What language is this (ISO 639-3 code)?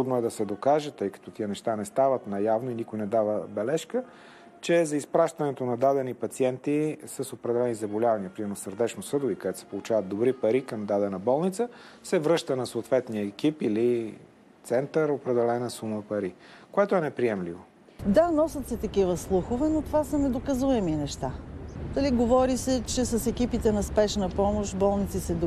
bul